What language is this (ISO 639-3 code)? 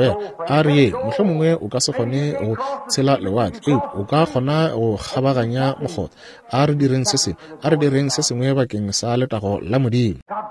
nso